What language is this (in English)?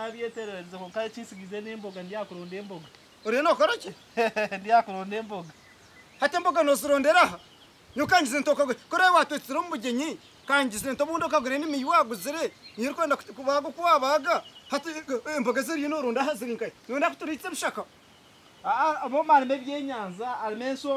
Nyankole